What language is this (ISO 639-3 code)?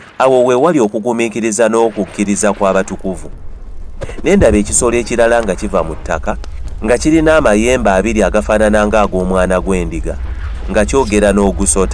lug